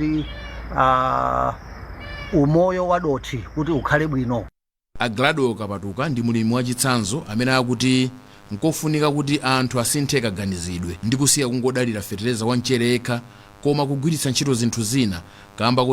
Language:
Nyanja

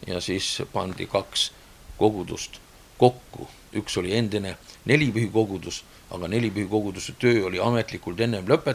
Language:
Estonian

